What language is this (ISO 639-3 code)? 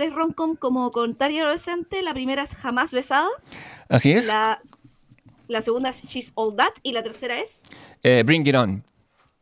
spa